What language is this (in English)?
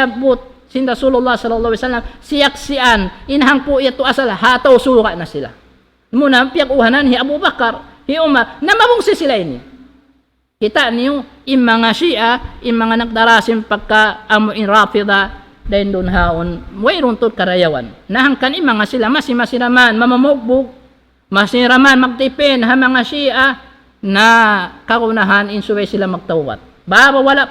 Tausug